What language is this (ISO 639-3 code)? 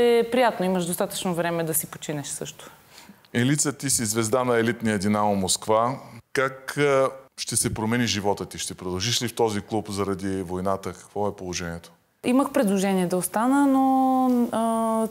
bul